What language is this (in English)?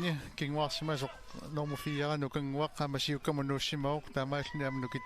Kalaallisut